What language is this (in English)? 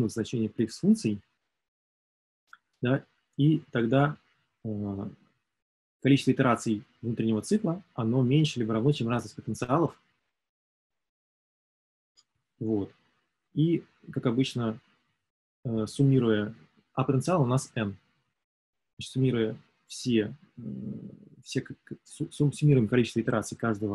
Russian